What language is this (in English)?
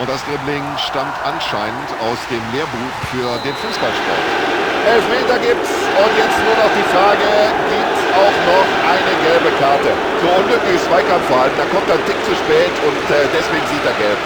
Bavarian